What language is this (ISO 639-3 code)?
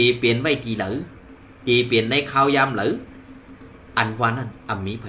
shn